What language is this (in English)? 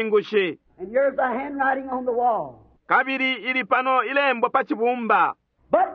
Bemba